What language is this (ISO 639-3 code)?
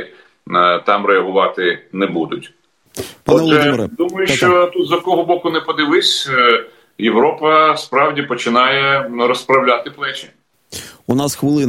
ukr